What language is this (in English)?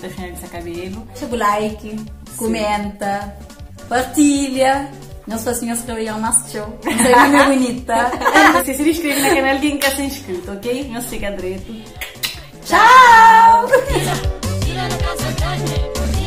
Kabuverdianu